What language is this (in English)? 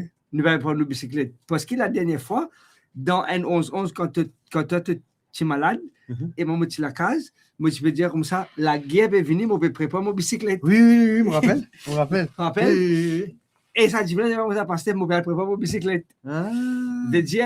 Morisyen